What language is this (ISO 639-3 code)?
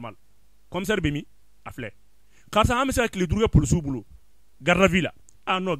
bam